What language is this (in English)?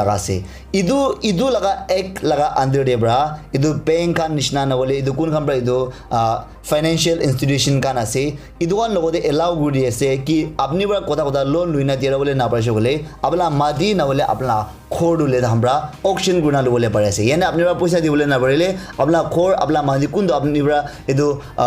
Naga Pidgin